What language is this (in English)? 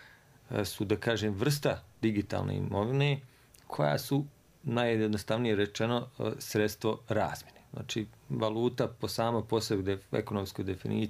Croatian